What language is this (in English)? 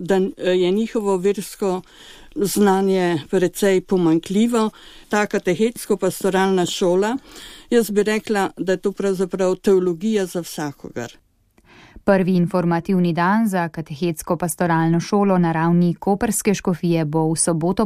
Slovenian